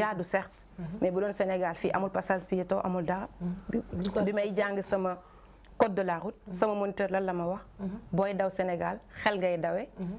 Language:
Wolof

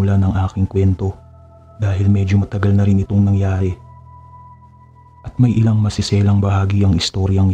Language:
Filipino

